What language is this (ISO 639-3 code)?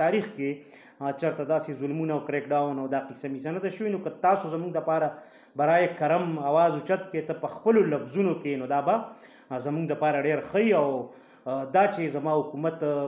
pus